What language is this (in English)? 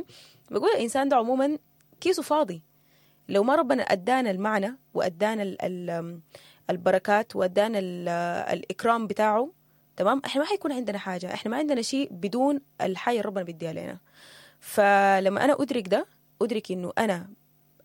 Sudanese Arabic